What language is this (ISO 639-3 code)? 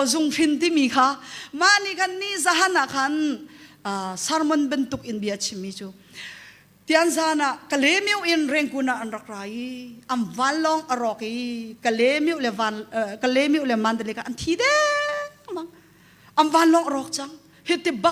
cnh